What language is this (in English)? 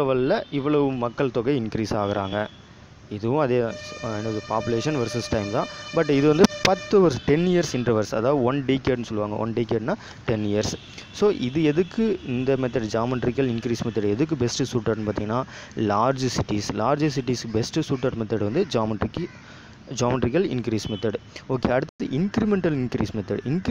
Tamil